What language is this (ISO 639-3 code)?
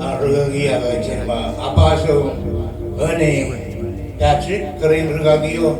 mah